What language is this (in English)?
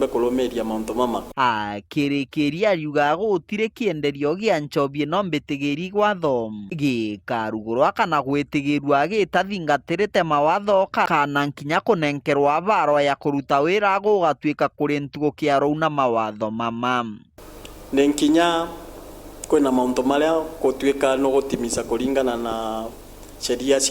Meru